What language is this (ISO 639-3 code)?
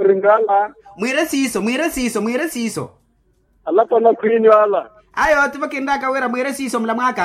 vmw